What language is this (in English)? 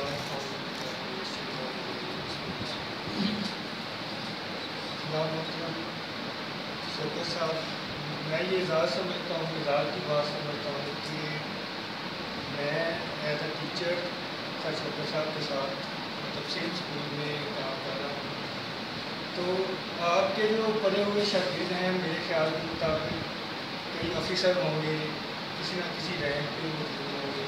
Urdu